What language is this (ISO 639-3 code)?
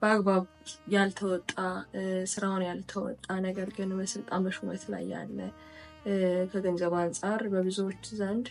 amh